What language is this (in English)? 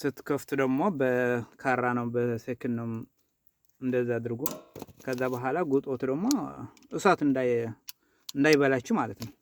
Amharic